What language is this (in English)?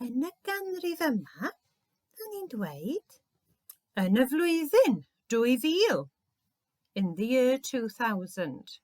Welsh